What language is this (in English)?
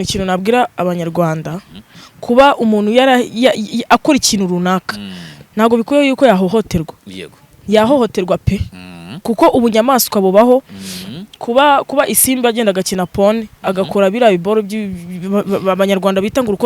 Kinyarwanda